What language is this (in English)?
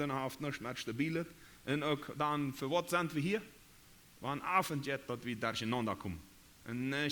Plautdietsch